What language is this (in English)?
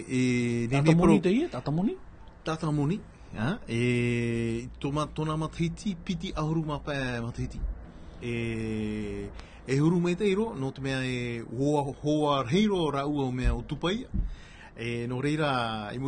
Tahitian